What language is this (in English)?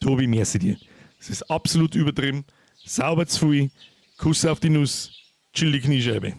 Bavarian